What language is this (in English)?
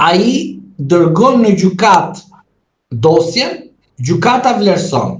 Albanian